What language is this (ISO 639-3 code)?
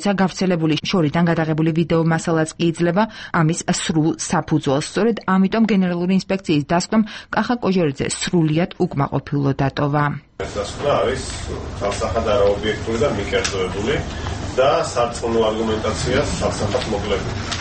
kat